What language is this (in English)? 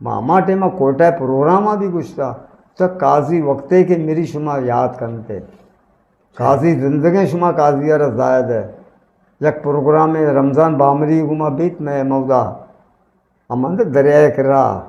Eastern Balochi